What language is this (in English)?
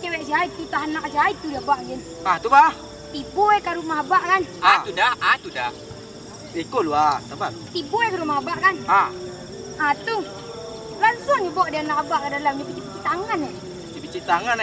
Minangkabau